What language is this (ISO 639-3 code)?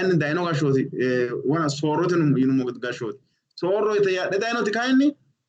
sid